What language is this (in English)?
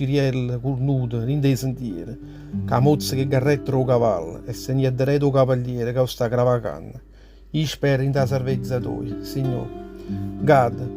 Neapolitan